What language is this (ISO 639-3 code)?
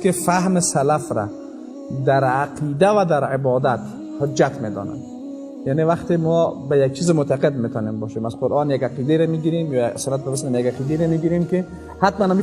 fas